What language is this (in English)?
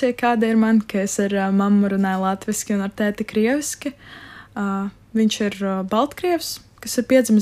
Latvian